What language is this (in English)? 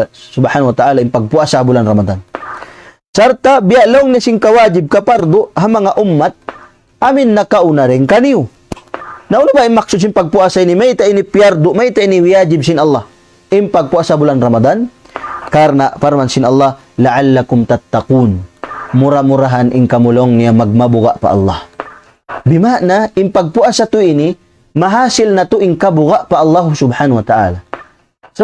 Tausug